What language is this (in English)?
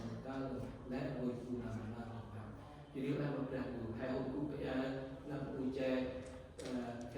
Central Mnong